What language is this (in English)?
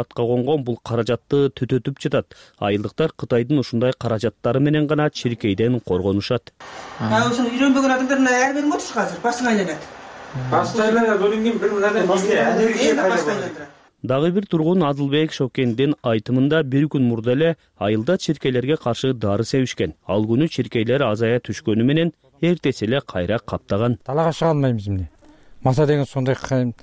Kyrgyz